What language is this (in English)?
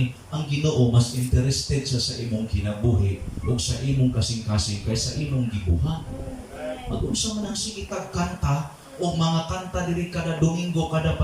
Cebuano